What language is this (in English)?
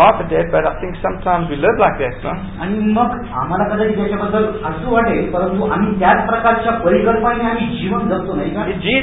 Marathi